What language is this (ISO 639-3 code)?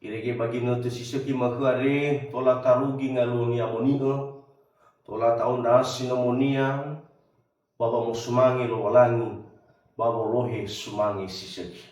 nia